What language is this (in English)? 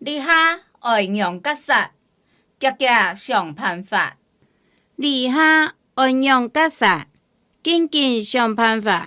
Hakka Chinese